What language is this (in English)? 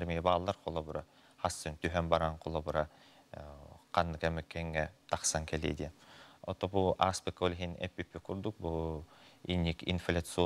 Yakut